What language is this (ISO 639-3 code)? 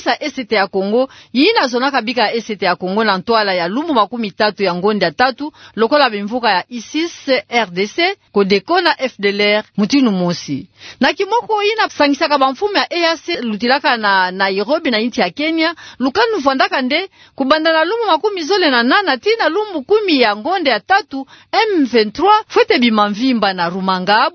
ktu